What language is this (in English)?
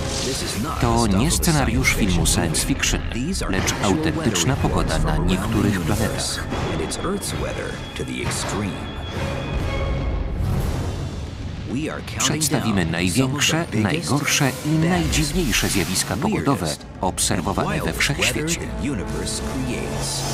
Polish